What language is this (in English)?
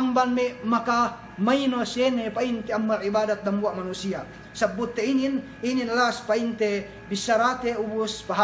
Yakan